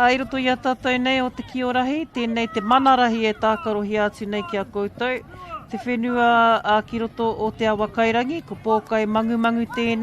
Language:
Māori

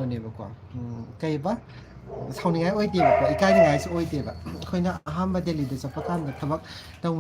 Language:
Manipuri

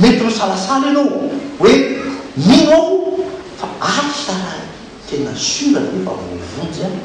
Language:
Malagasy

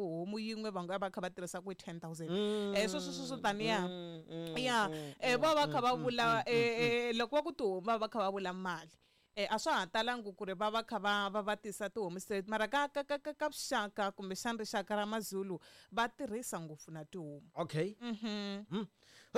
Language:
Tsonga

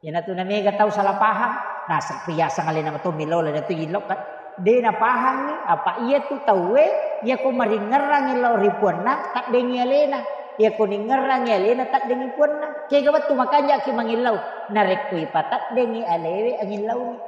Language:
Buginese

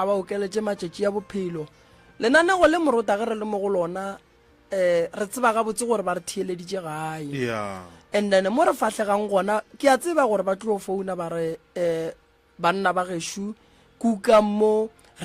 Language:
Northern Sotho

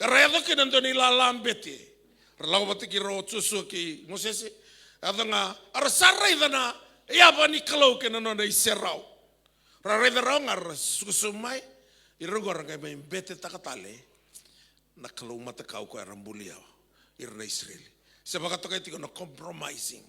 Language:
Fijian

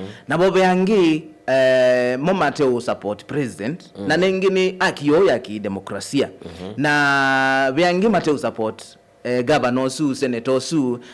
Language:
Kamba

